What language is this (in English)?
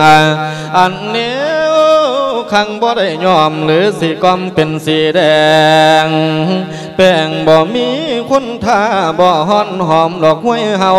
Lao